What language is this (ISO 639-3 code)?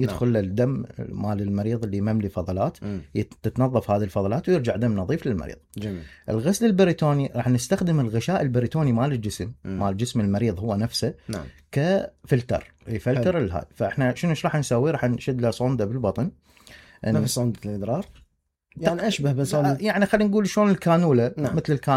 acm